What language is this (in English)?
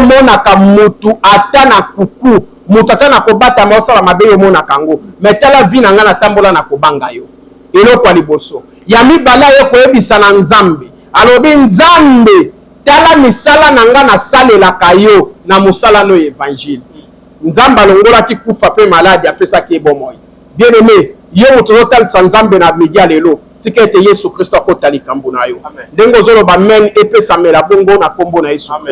Lingala